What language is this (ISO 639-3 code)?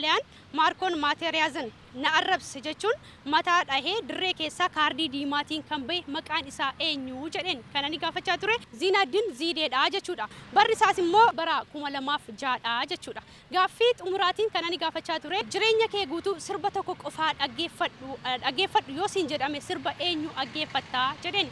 orm